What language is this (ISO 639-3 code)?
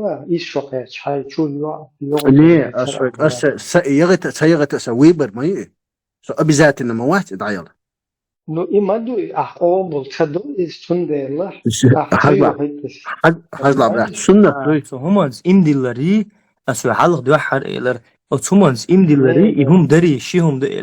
che